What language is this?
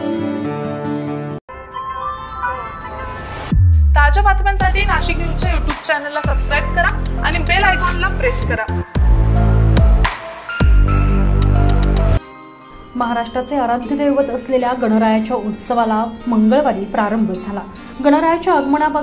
Marathi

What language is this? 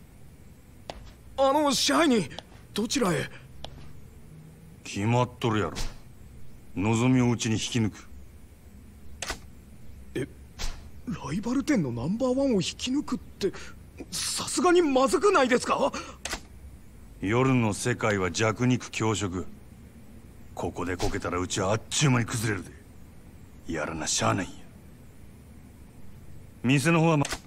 Japanese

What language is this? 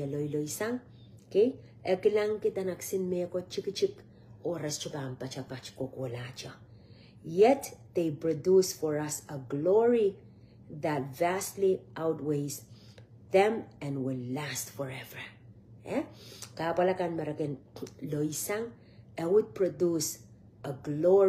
Pohnpeian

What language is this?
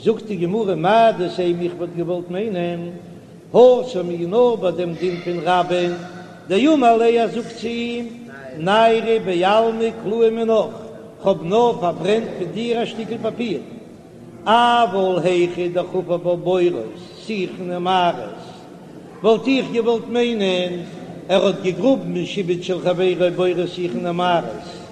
Yiddish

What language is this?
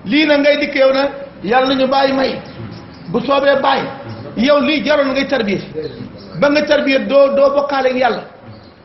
Wolof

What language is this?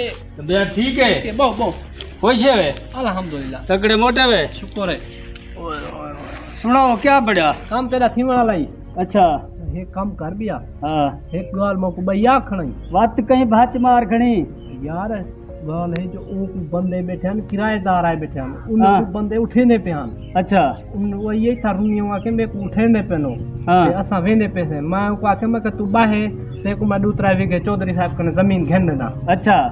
Saraiki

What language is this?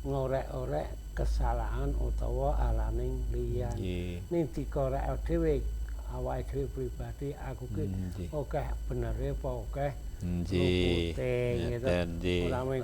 Javanese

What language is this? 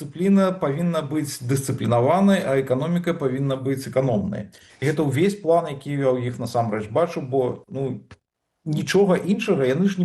Belarusian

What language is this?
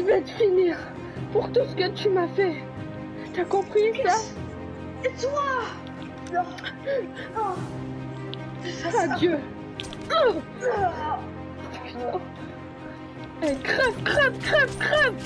French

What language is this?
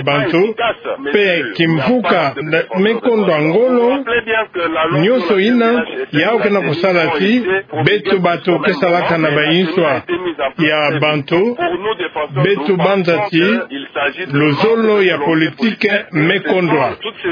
Kituba (Democratic Republic of Congo)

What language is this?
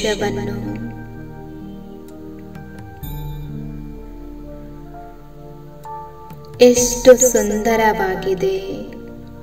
Kannada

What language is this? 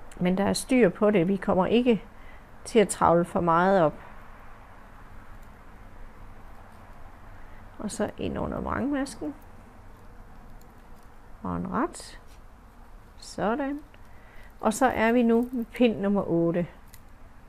Danish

